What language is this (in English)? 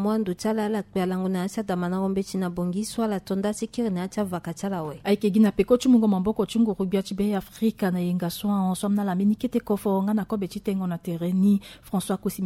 Sango